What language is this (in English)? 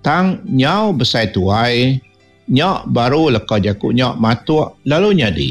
Iban